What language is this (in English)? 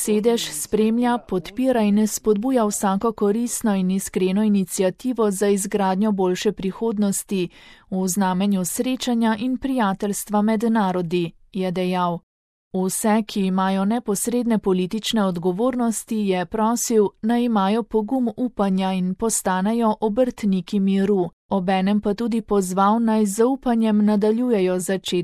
Slovenian